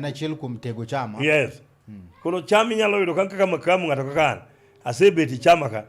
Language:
Luo (Kenya and Tanzania)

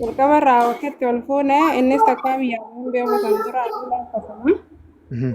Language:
Oromo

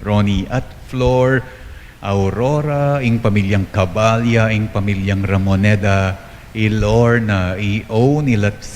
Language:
Pampanga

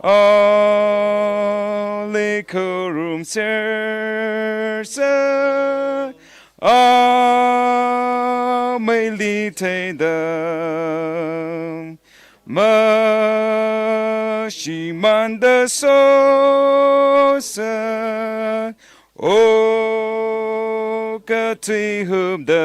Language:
Tangkhul Naga (India)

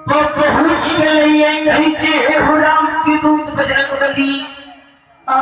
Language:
Maithili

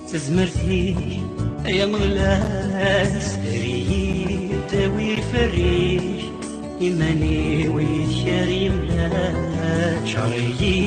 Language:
Kabyle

